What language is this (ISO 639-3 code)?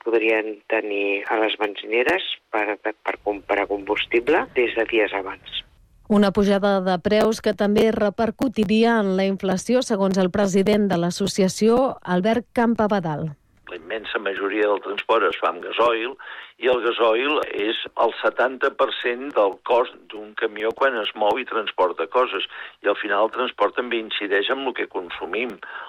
cat